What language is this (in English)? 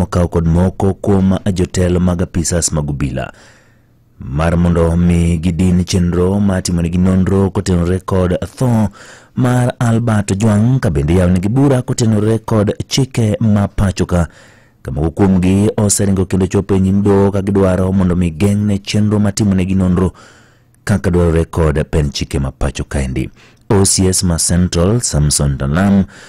Luo (Kenya and Tanzania)